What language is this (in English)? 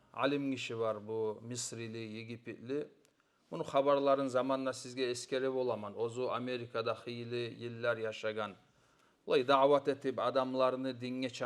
Kumyk